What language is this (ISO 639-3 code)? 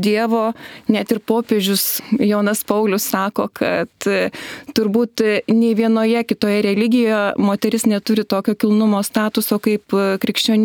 lit